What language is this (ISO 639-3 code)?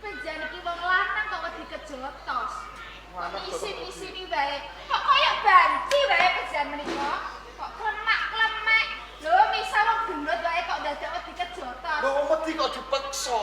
jav